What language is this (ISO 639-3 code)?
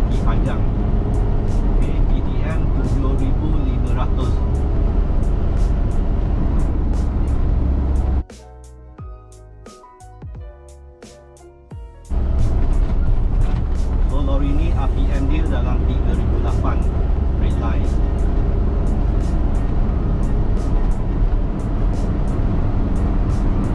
msa